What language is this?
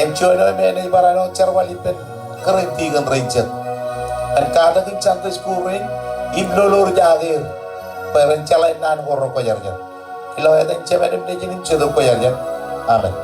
Marshallese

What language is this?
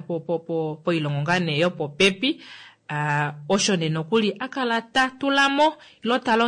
Kuanyama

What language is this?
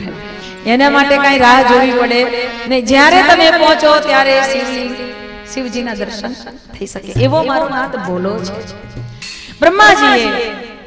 Gujarati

